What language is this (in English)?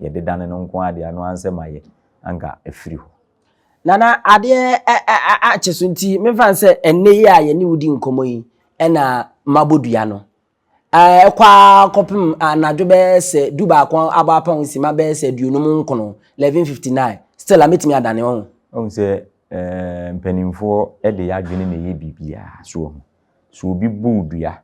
Akan